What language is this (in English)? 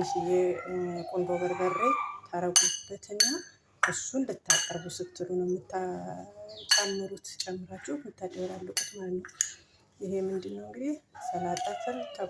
Amharic